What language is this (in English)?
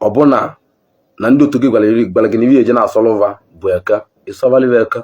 Igbo